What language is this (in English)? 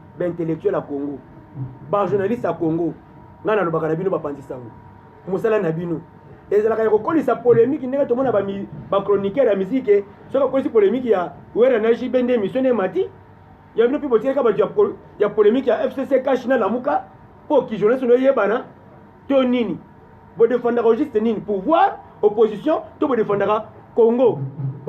Lingala